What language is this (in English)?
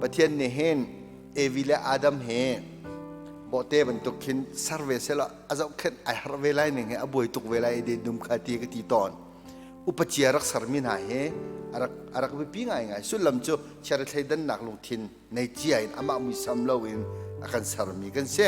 Hakha Chin